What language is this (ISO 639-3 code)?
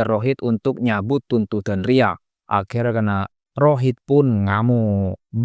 mad